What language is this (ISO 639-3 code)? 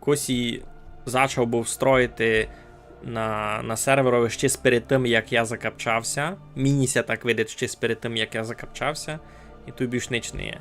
rue